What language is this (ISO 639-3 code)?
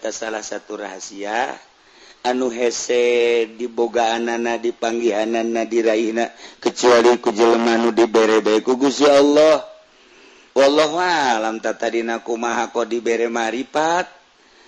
sun